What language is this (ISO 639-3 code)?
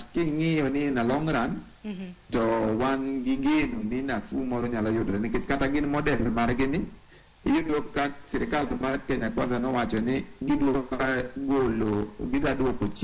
luo